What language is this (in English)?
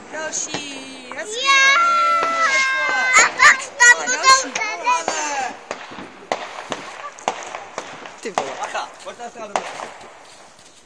Czech